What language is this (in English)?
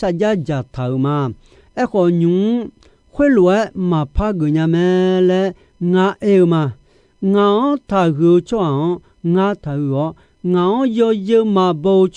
Akha